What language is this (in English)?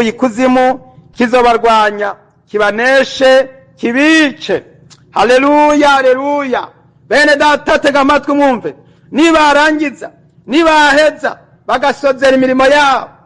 Rundi